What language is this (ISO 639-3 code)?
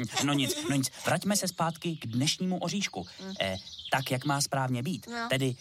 ces